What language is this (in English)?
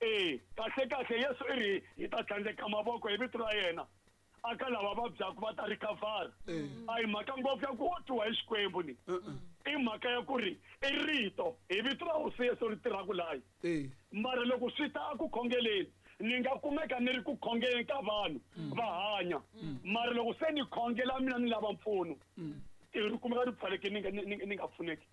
Tsonga